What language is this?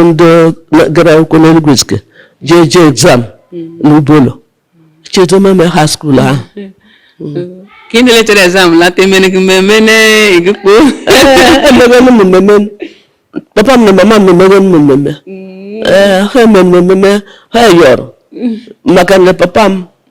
Igbo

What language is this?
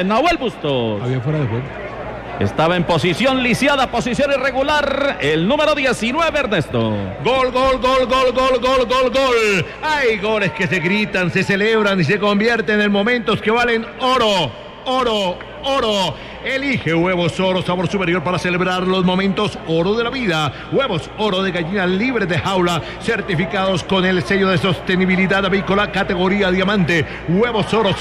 Spanish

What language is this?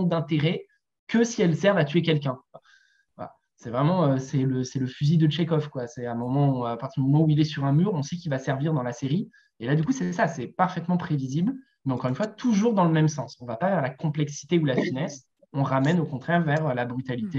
French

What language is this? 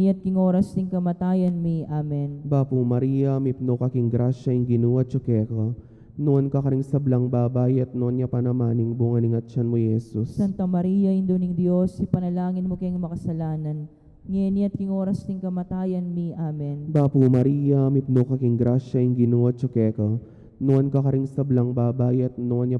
Pampanga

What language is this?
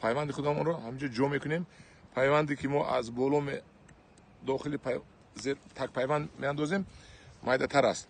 Tajik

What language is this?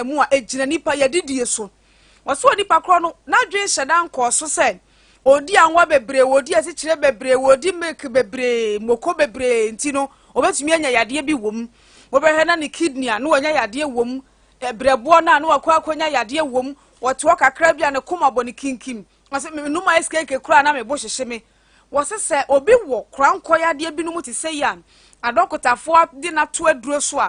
Akan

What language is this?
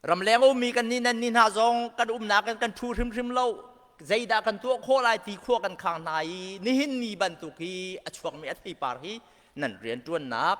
Hakha Chin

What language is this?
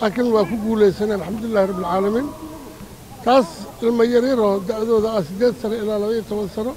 Somali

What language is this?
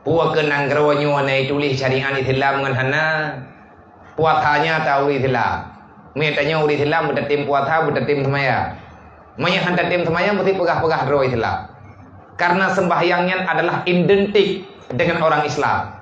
Achinese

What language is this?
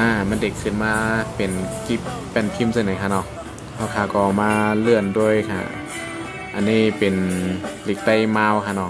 Shan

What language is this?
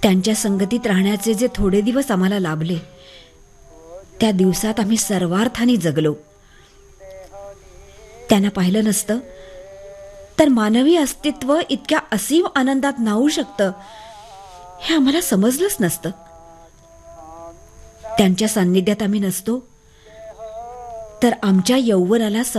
Marathi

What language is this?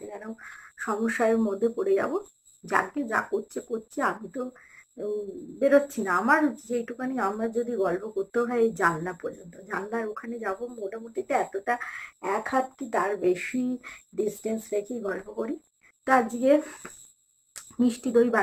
Bangla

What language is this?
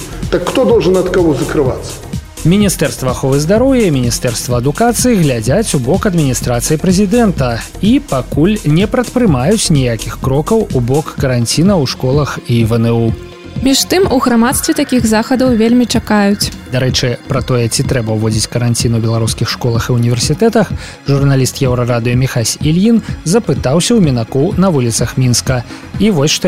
Belarusian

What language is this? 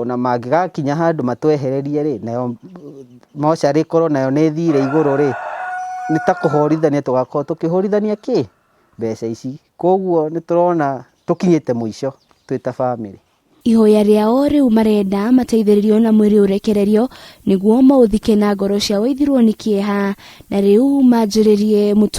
Kikuyu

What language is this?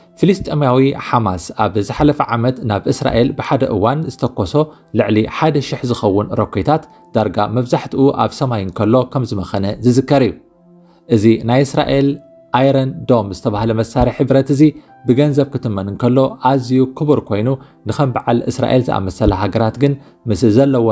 Tigrinya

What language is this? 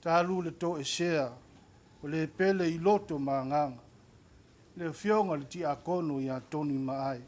Samoan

